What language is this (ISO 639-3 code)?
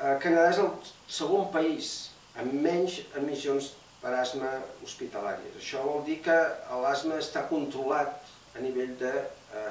cat